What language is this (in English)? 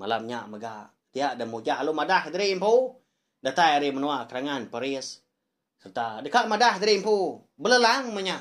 Iban